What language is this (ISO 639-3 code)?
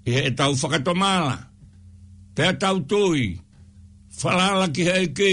ton